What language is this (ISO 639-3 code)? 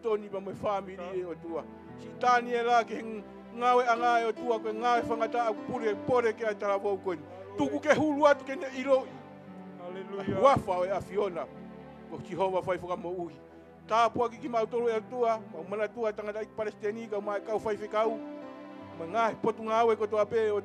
ton